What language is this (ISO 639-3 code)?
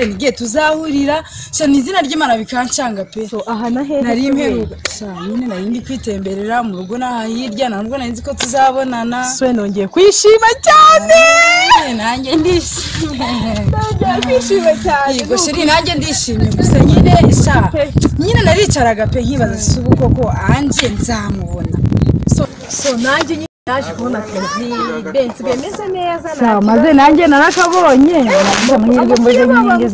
kin